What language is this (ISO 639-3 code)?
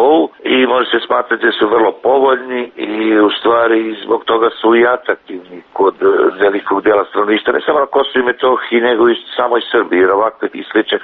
srp